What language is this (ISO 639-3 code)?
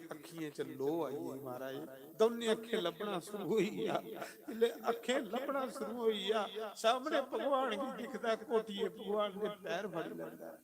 doi